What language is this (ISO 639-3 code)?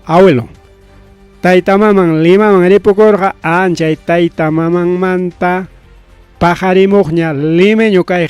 quy